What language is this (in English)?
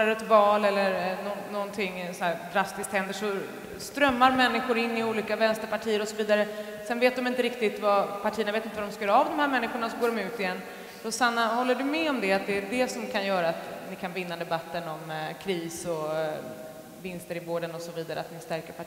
Swedish